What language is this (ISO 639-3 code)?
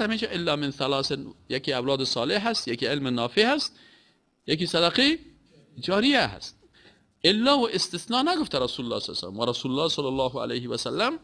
fas